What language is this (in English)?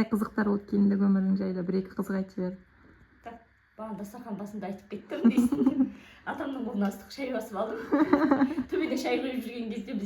Kazakh